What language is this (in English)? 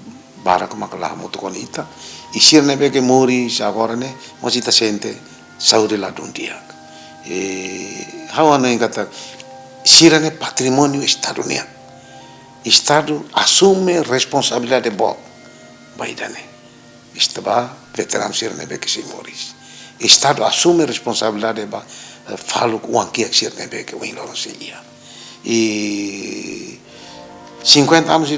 Tetum